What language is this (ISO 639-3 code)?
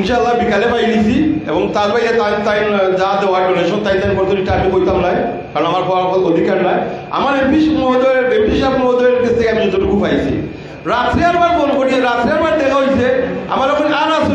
syl